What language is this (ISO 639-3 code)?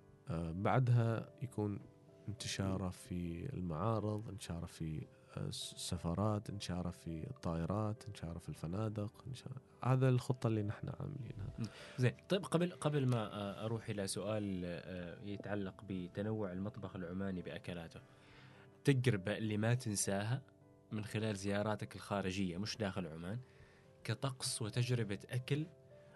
afb